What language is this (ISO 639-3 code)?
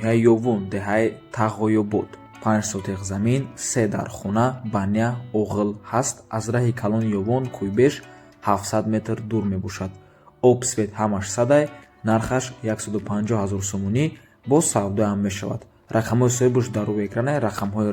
tgk